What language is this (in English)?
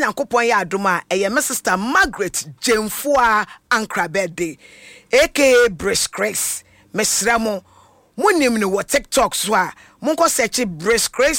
Akan